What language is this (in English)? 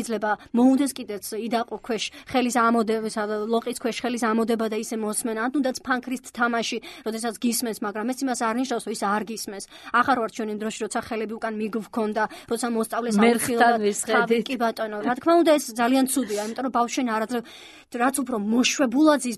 Georgian